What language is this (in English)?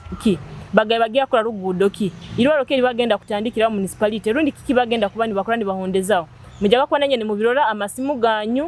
Nyoro